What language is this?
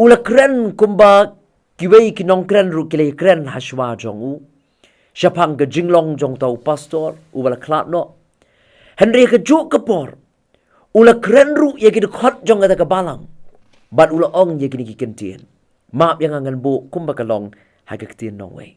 Khasi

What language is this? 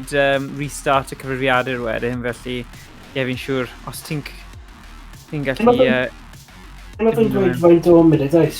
Welsh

